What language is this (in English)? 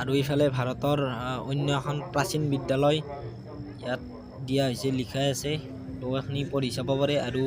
Assamese